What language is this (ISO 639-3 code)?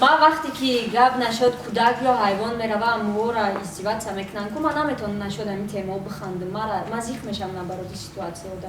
tgk